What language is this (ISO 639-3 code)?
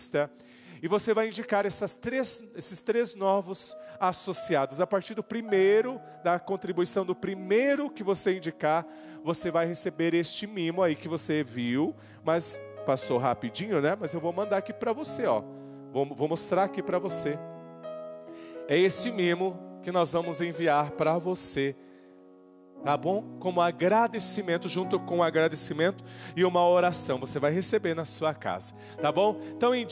por